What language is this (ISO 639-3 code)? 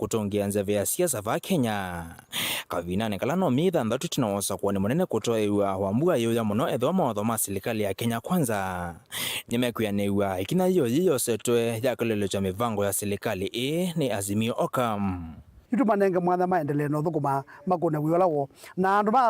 kam